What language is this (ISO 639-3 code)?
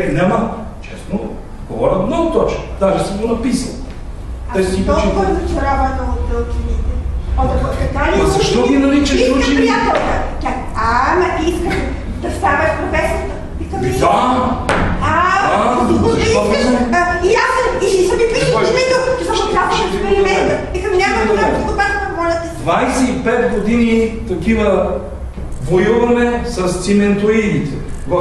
bul